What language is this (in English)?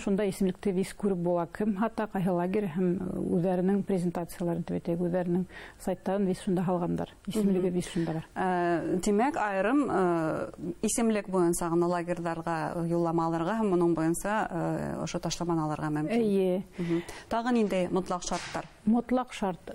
Bashkir